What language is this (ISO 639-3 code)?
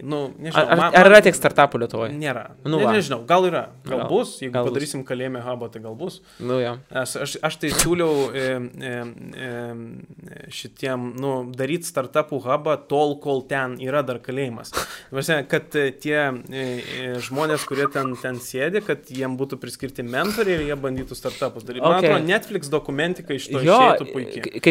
lit